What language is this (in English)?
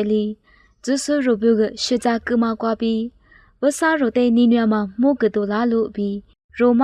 Lisu